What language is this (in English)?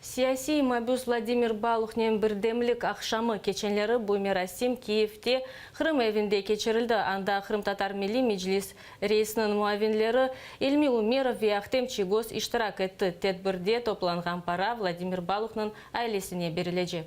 Crimean Tatar